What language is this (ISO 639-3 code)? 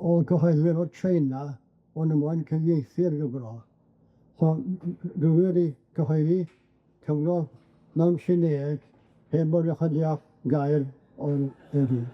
cym